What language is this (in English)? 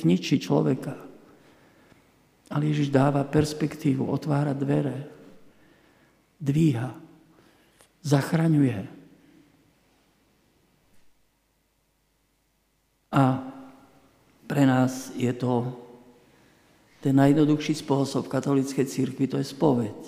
Slovak